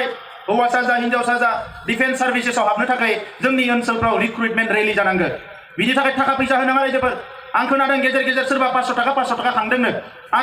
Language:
Bodo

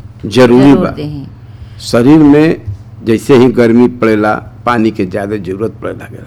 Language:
Bhojpuri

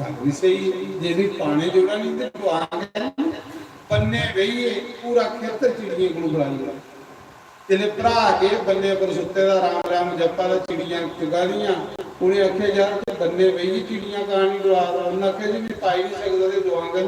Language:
Dogri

